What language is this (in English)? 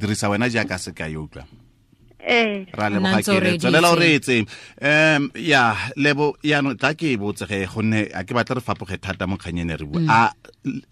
Tswana